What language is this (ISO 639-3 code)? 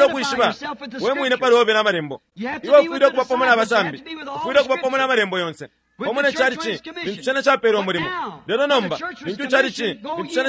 bem